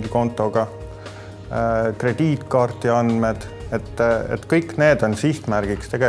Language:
Estonian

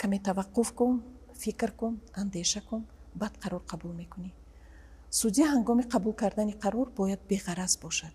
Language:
Tajik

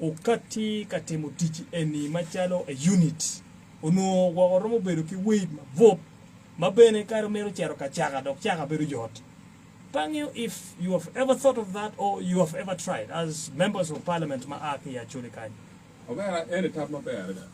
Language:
Acoli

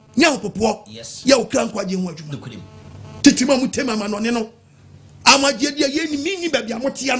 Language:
Akan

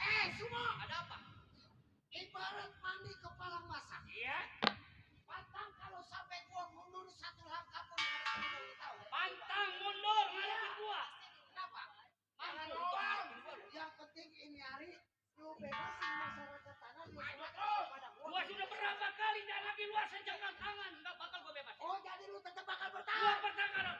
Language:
Betawi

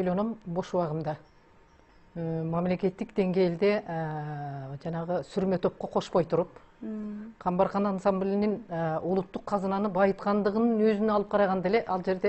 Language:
Kyrgyz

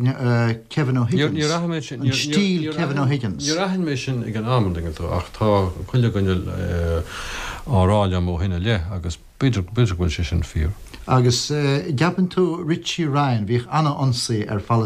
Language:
Irish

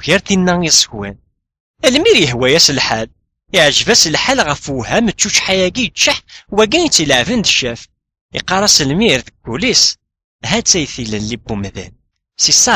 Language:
Kabyle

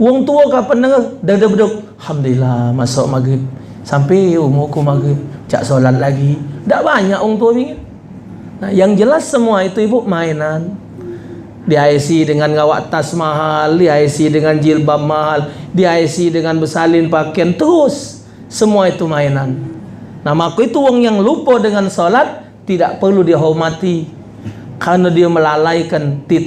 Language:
Musi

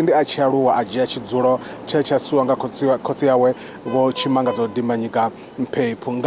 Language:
Venda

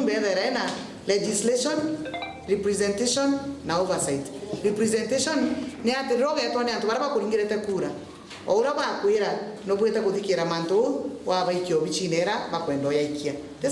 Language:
Meru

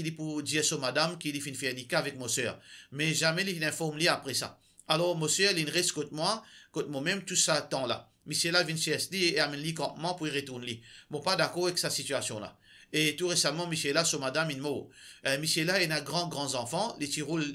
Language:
Morisyen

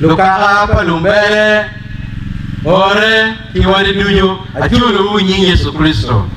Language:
Acoli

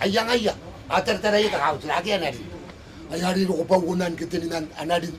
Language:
Gilbertese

